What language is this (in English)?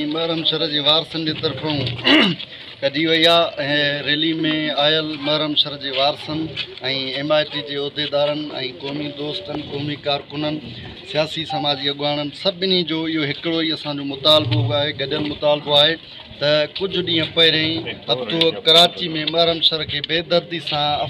Sindhi